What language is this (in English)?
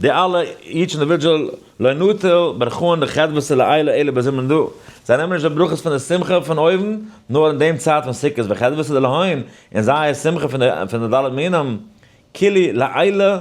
Yiddish